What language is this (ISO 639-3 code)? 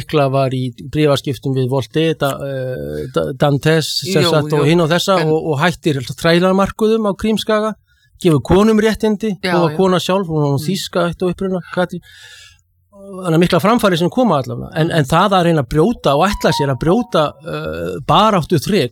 isl